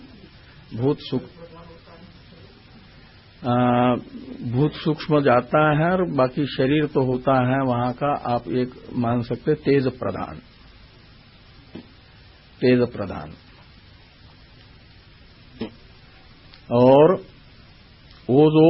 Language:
Hindi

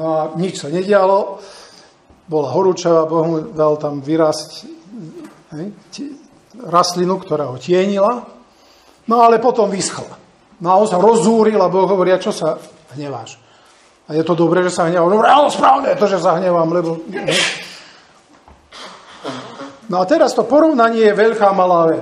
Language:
Slovak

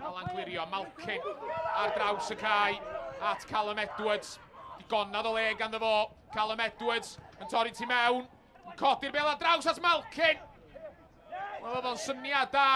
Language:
Welsh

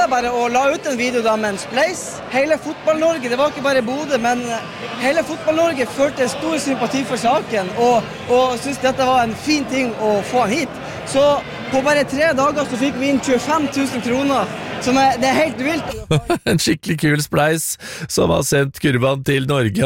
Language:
Norwegian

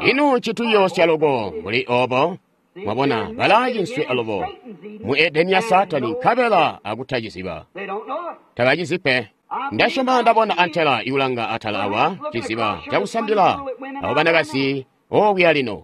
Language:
Tonga (Zambia)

